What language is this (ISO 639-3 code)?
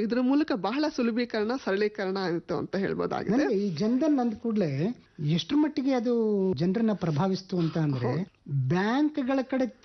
kan